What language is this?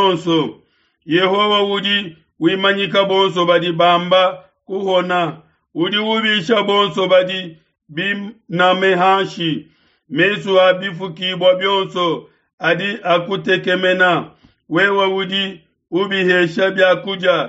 Luba-Lulua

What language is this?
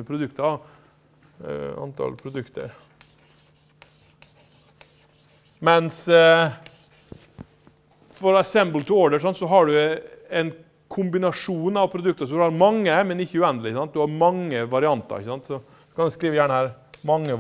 Norwegian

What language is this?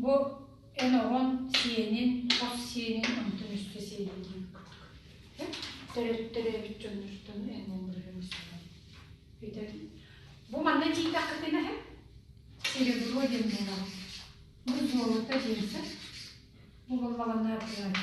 Yakut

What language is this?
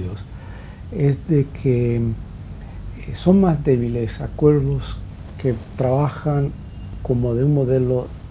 Spanish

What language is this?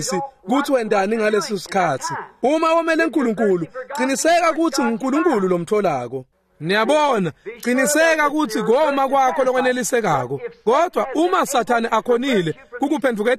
Swati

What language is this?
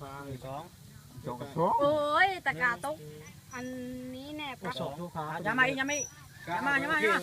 Lao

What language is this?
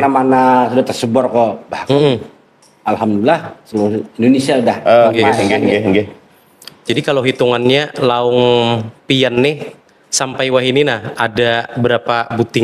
Banjar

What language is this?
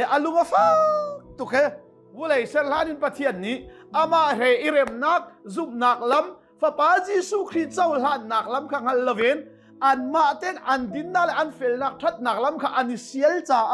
Hakha Chin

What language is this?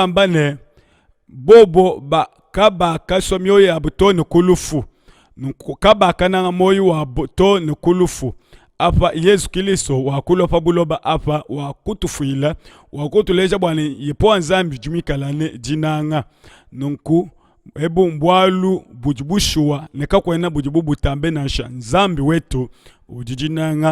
Luba-Lulua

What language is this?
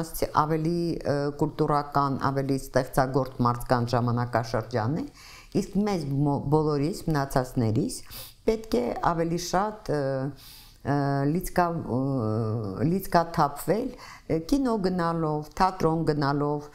Armenian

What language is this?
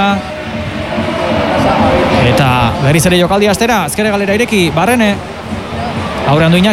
Basque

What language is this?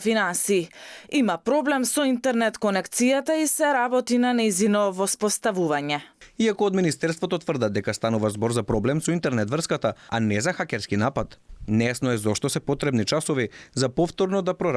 Macedonian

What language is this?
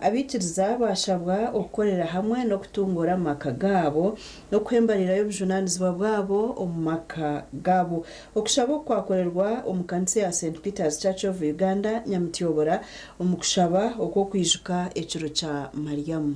Nyankole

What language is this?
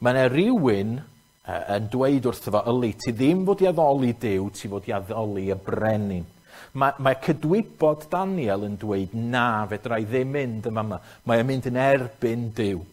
Welsh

